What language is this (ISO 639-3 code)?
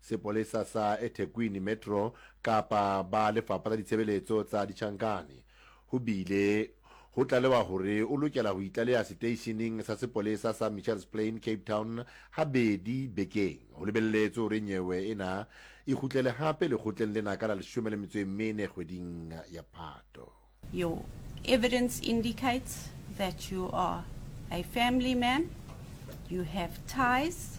sot